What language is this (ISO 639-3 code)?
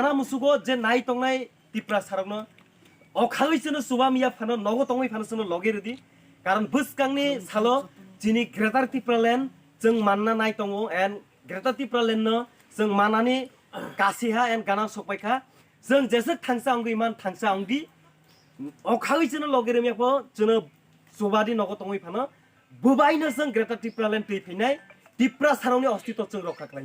trp